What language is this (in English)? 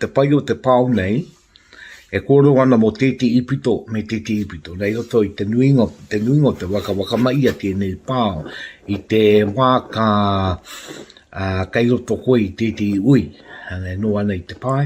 Māori